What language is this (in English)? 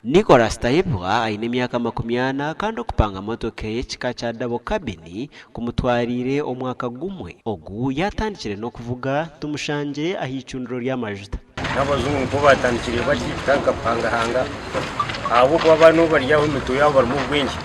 Nyankole